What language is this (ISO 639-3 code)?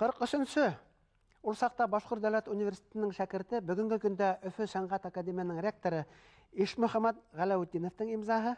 bak